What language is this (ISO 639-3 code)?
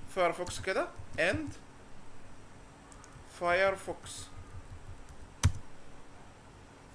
arz